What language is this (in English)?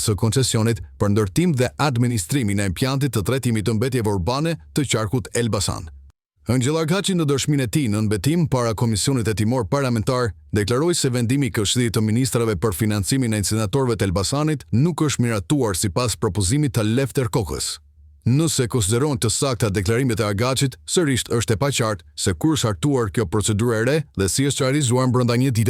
Albanian